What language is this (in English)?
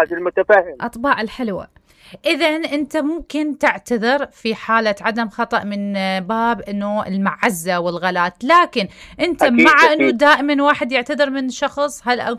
Mesopotamian Arabic